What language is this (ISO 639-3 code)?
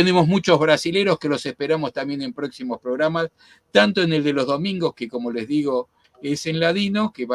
lad